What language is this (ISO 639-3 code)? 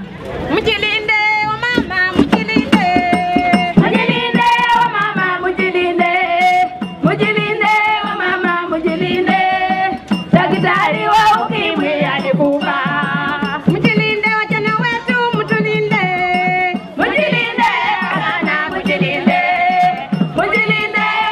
swa